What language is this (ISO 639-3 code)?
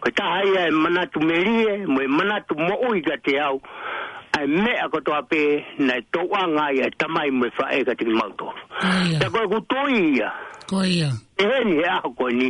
ton